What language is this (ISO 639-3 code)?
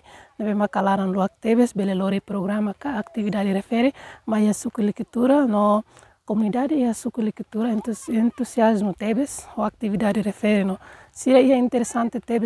tet